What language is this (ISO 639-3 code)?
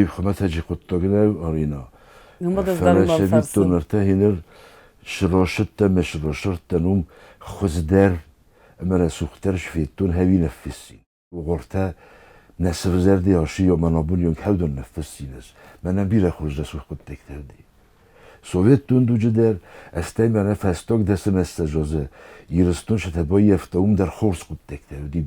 oss